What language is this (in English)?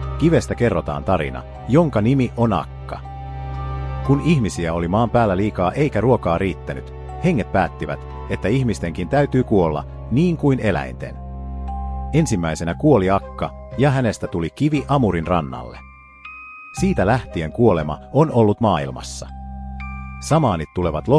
Finnish